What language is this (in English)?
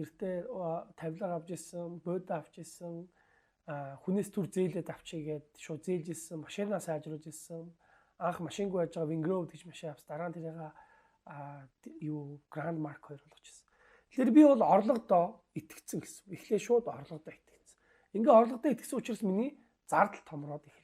Mongolian